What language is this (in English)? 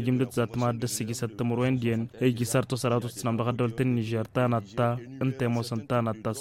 Tamasheq